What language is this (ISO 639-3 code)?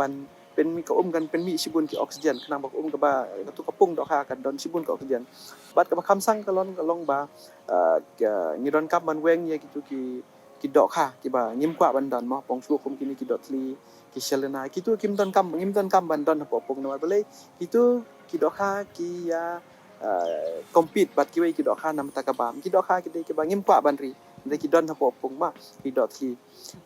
kha